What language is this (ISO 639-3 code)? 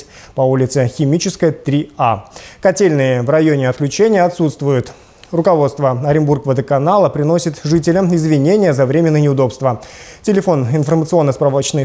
rus